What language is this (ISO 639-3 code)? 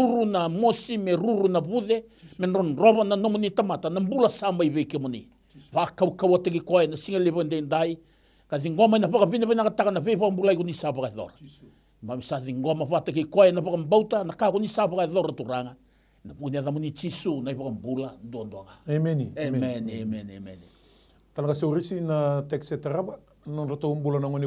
fij